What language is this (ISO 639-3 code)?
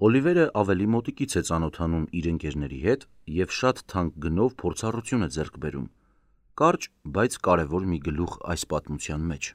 hye